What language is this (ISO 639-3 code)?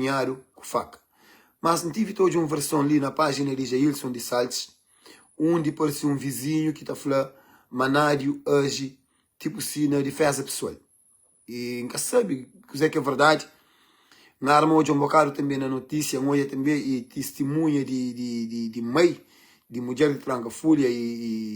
kea